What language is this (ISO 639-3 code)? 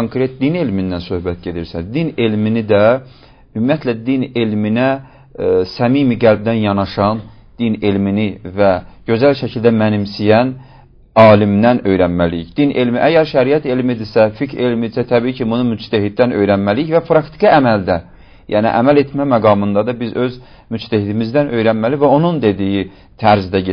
aze